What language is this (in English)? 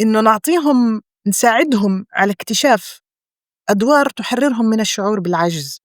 North Levantine Arabic